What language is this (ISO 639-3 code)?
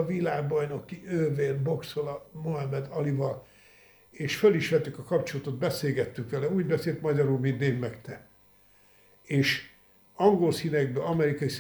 hun